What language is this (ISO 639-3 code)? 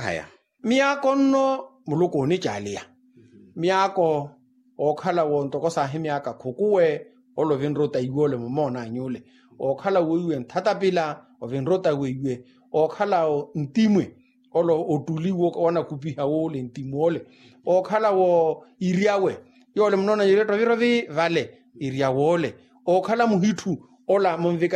vmw